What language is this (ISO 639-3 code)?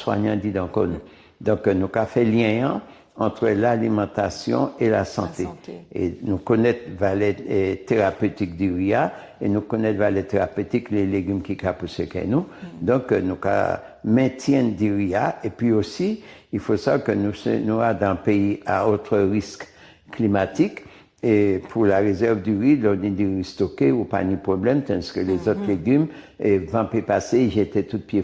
gcf